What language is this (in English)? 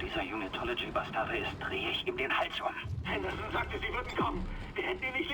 Bavarian